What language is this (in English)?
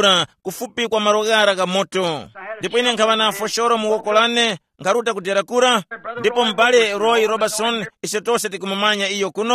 Tumbuka